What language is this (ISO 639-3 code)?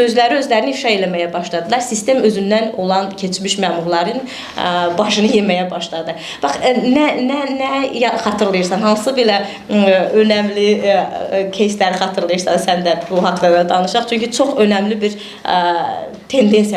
aze